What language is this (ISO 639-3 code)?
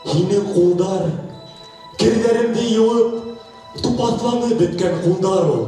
bak